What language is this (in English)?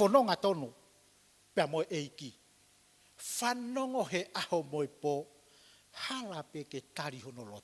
Tongan